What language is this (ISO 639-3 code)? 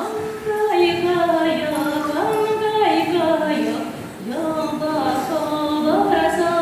chv